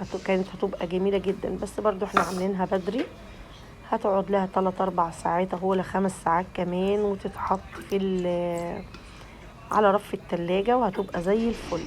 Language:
Egyptian Arabic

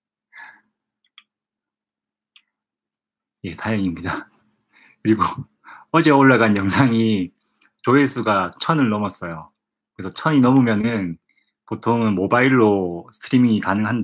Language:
Korean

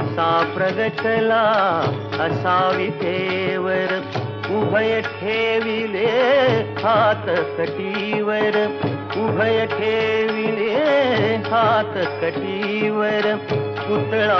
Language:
Marathi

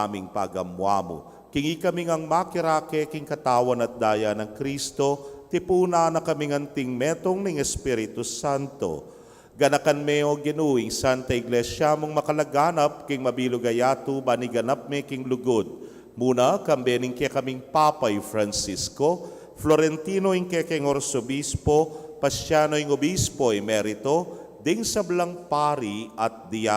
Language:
Pampanga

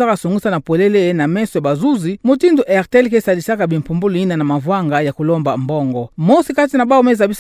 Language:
Kituba (Democratic Republic of Congo)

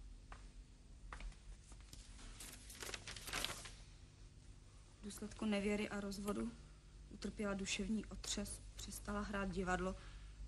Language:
Czech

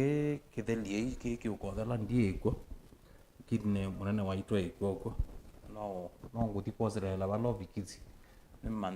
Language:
Kamba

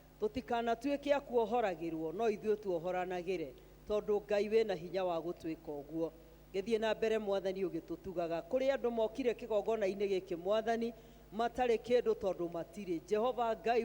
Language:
Kikuyu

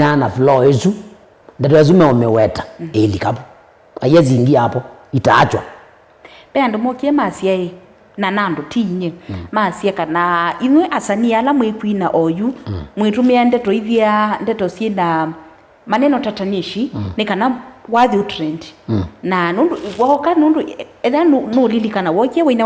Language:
Kamba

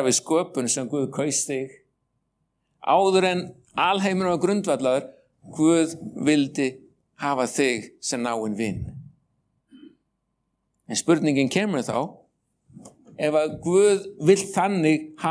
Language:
Icelandic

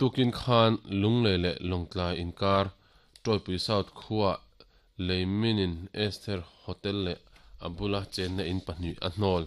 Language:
Mizo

